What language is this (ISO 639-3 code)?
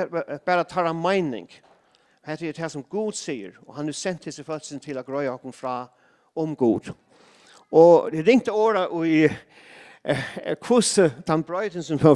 fao